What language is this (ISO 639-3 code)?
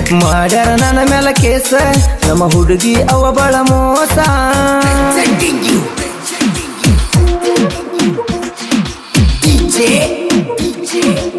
kan